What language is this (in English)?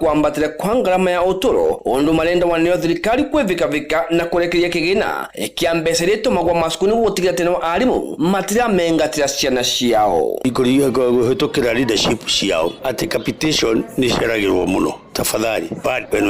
Kikuyu